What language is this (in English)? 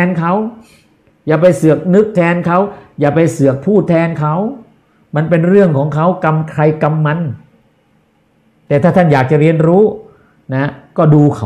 Thai